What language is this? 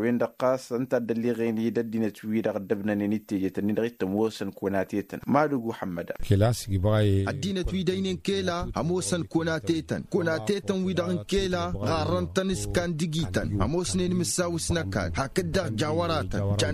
Tamasheq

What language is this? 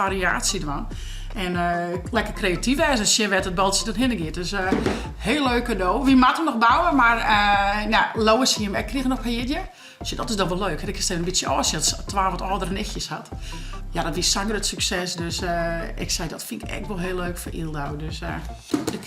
Western Frisian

